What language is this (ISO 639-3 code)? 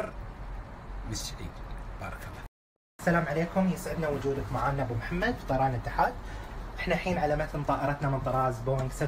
afb